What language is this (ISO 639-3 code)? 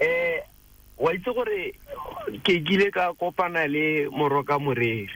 tsn